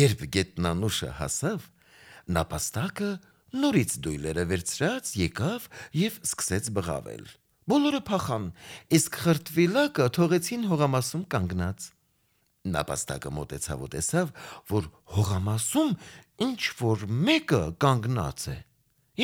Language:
Armenian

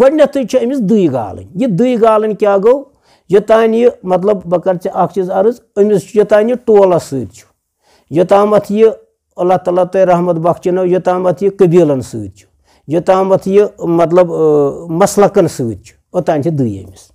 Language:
Kashmiri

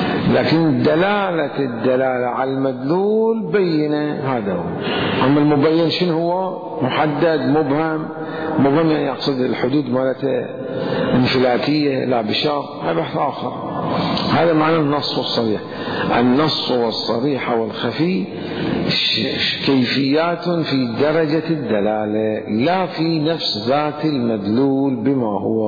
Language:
Mesopotamian Arabic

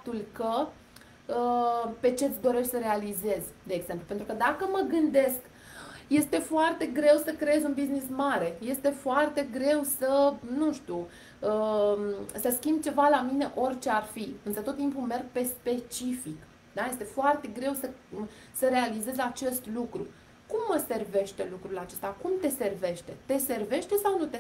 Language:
Romanian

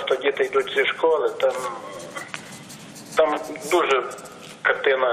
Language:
Ukrainian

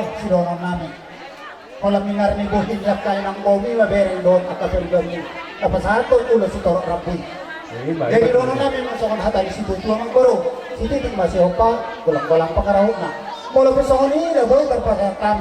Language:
Batak Toba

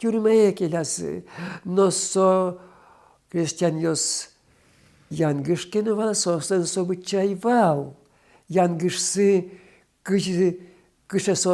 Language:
Udmurt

